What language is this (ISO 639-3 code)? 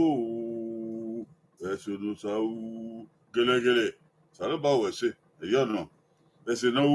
bin